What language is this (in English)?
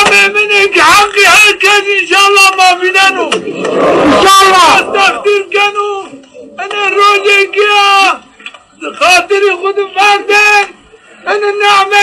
Zaza